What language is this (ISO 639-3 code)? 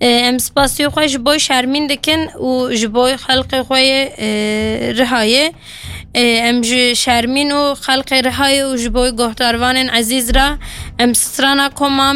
kur